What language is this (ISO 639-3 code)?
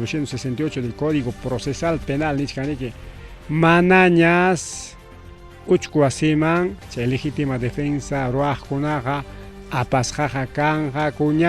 quy